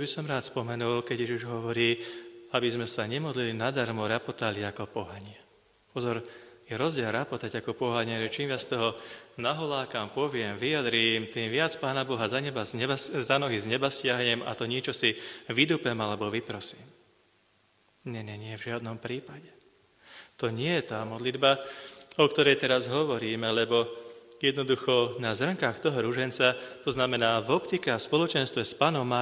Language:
Slovak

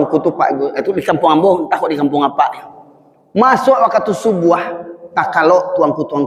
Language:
Minangkabau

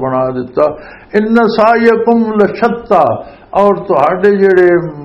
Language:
Western Panjabi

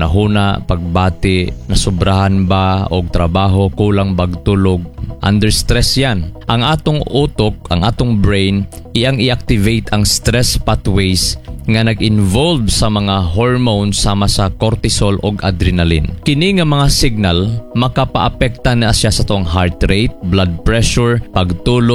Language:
Cebuano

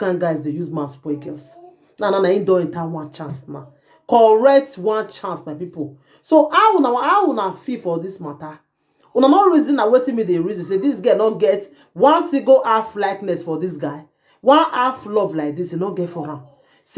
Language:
Nigerian Pidgin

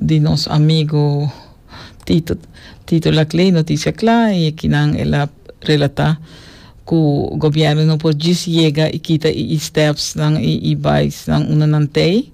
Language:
Papiamento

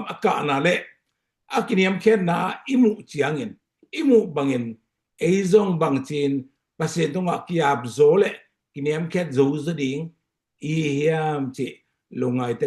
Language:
Tedim Chin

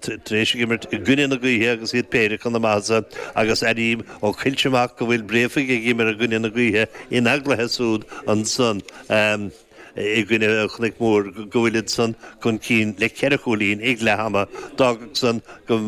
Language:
Irish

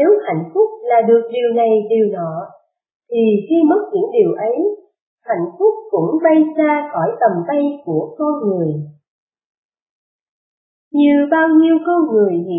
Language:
Vietnamese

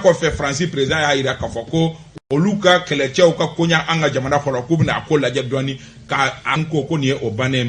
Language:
Bambara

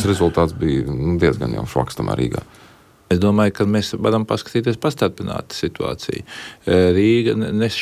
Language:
Latvian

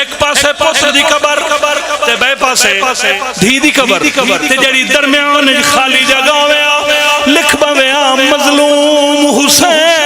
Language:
Pahari-Potwari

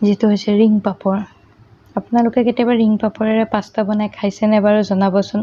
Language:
Assamese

